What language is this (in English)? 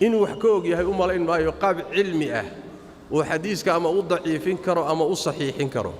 Somali